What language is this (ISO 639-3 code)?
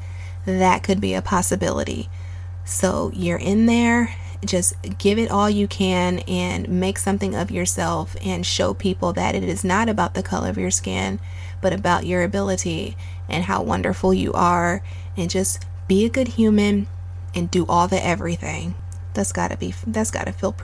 eng